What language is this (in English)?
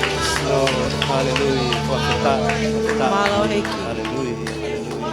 Tongan